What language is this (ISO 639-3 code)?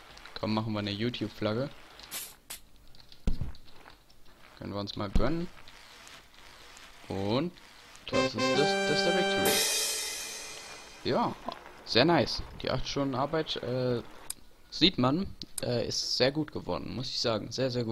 deu